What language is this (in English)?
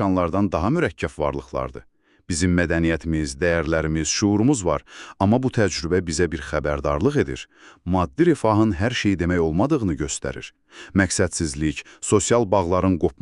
Azerbaijani